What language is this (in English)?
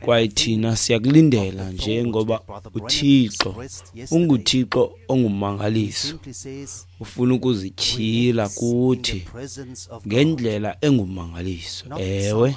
Xhosa